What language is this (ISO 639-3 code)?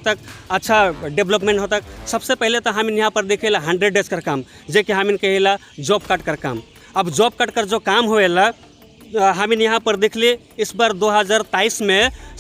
sck